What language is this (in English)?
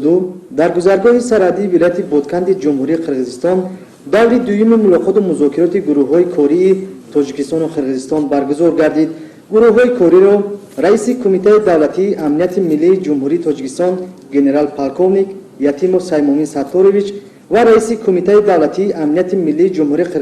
Tajik